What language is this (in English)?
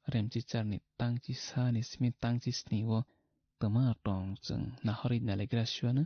Kok Borok